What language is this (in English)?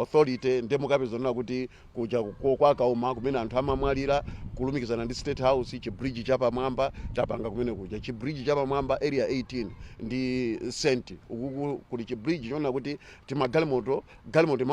Nyanja